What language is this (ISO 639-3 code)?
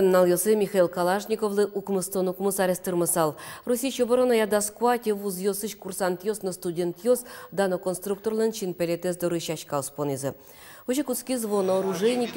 udm